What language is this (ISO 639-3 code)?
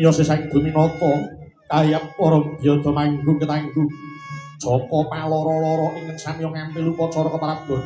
jav